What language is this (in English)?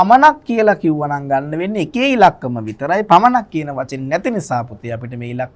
Sinhala